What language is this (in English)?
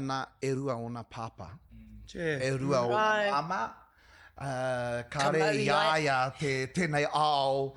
Māori